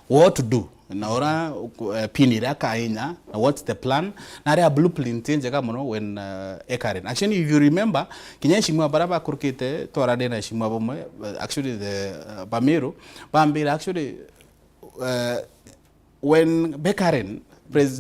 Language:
Meru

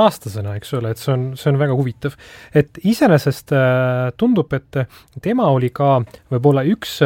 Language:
Estonian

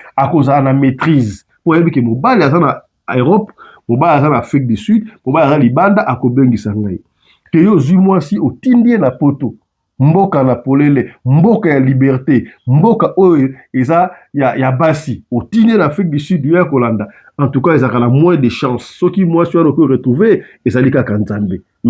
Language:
Lingala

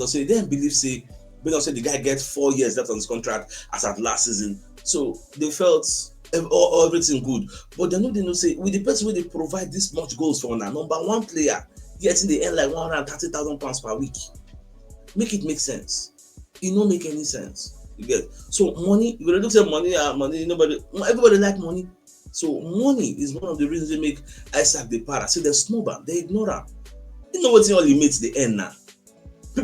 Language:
Nigerian Pidgin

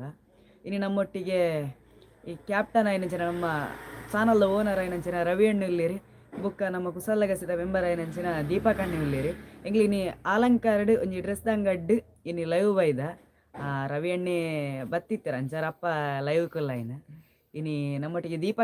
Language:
Tulu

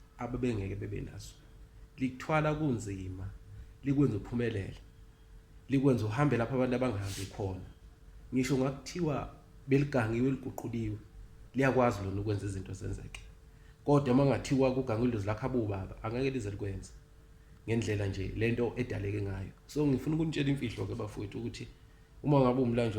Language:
Zulu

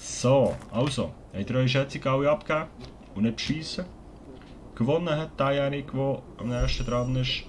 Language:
Swiss German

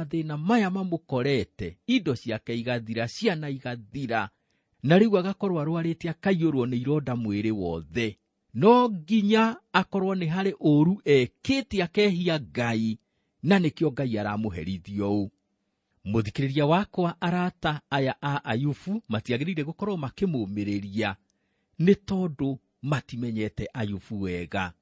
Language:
Kikuyu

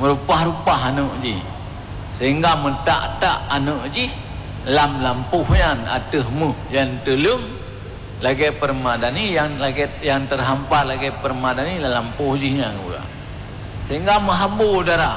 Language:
Achinese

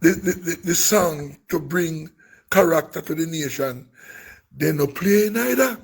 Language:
Jamaican Creole English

